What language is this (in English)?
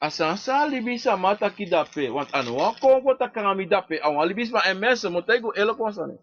Sranan Tongo